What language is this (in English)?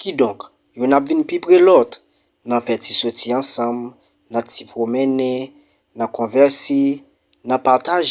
Haitian Creole